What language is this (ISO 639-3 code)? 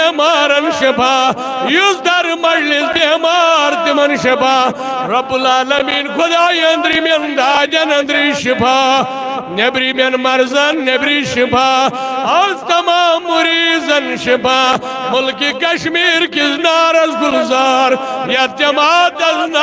kas